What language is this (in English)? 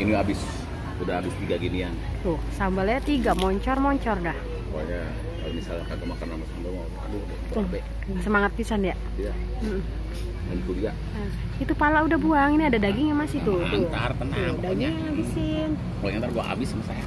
Betawi